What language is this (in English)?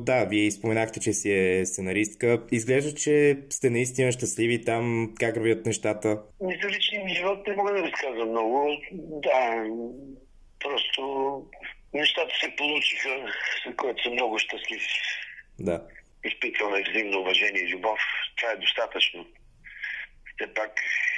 Bulgarian